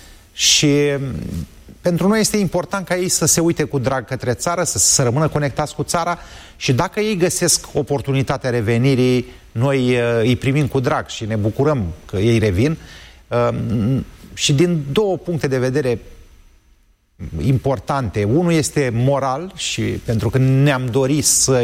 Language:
Romanian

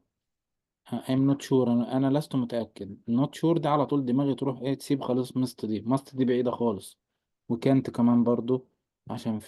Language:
Egyptian Arabic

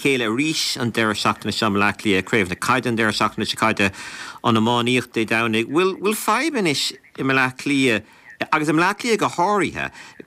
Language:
Irish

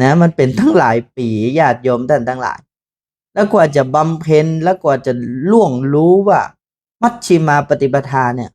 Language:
Northern Thai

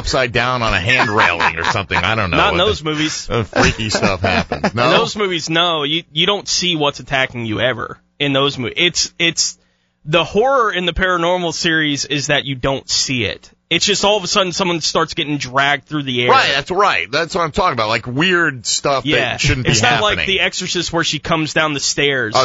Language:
English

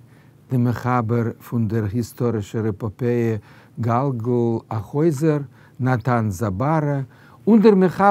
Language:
Yiddish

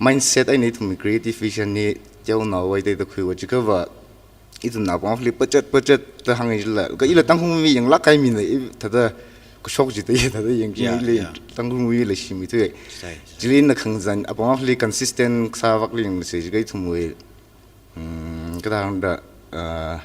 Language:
Tangkhul Naga (India)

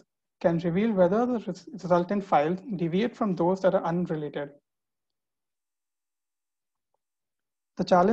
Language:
English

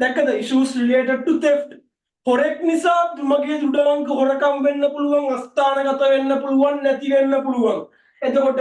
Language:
Sinhala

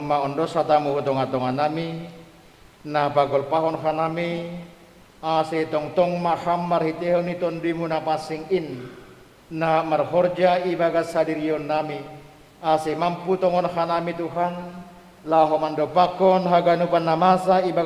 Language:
Batak Simalungun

